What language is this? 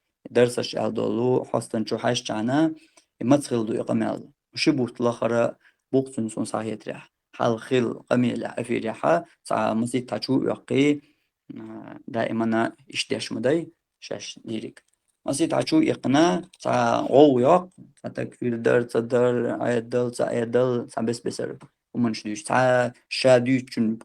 Chechen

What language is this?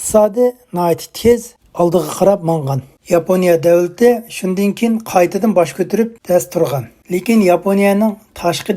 Uyghur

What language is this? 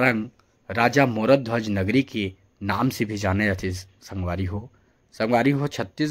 Chhattisgarhi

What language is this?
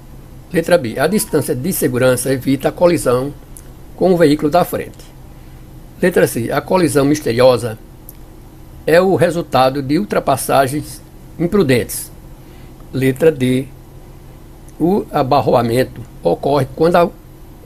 Portuguese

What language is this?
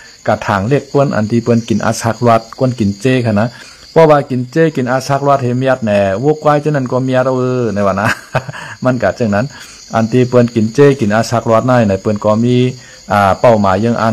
Shan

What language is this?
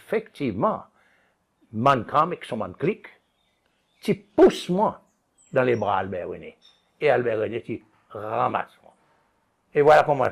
Seselwa Creole French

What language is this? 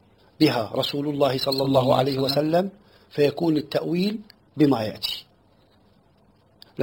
Arabic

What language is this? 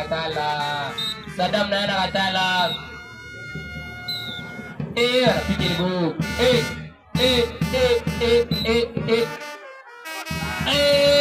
Swahili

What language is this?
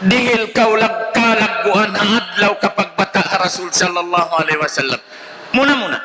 Tausug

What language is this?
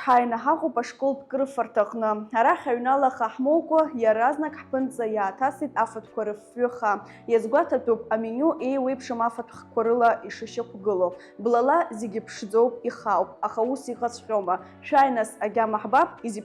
Abkhazian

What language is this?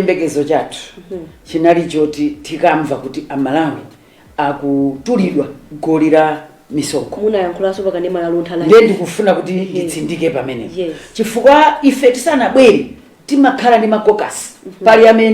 Nyanja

